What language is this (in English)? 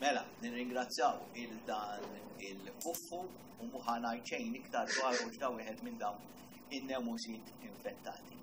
Maltese